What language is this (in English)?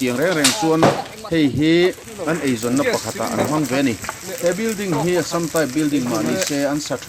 Mizo